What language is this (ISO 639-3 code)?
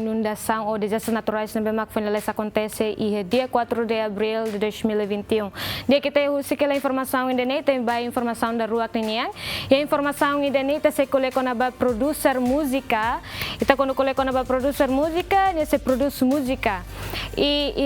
tet